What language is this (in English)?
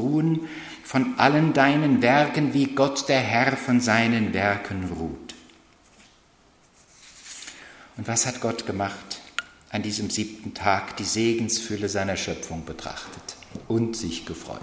German